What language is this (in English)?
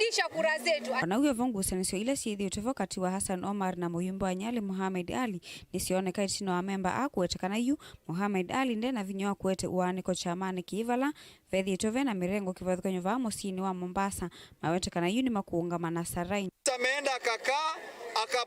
Kamba